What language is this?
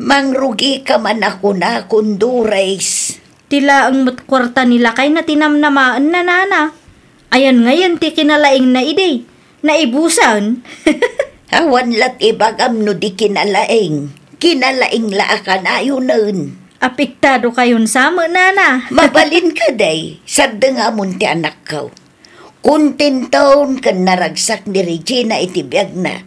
Iloko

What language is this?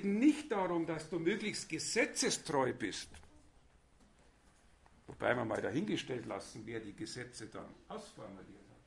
German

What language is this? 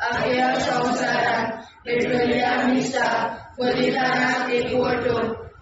Konkani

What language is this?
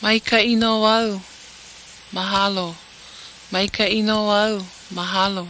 Hawaiian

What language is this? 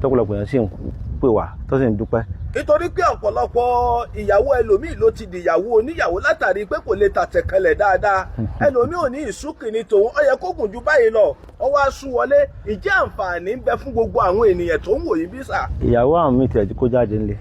Yoruba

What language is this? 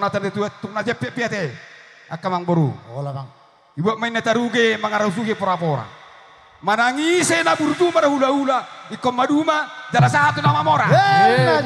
Batak Toba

